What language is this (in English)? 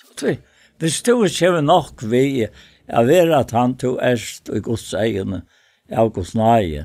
Faroese